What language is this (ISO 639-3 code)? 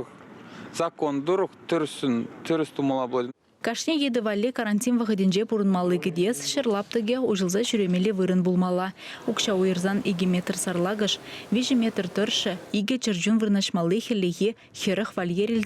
chv